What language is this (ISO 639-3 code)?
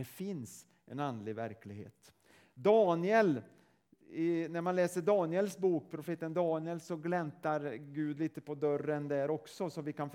swe